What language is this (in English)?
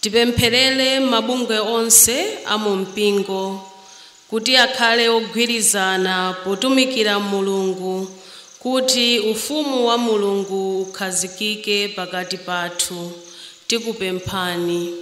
Nyanja